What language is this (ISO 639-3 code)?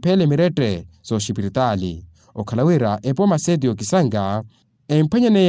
vmw